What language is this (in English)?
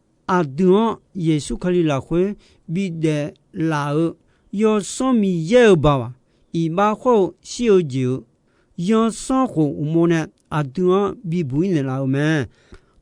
Akha